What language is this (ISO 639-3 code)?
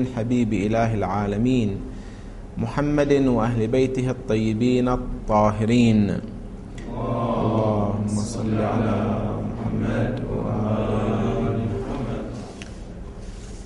ara